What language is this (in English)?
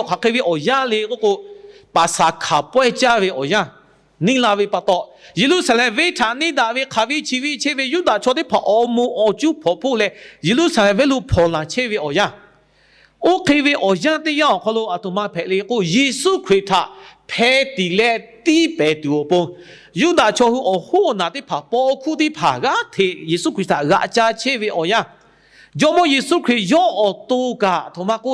Lahu